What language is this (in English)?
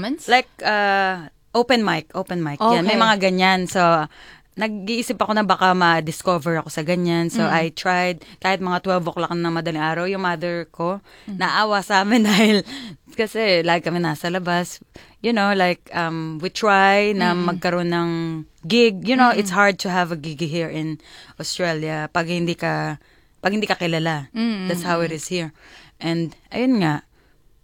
Filipino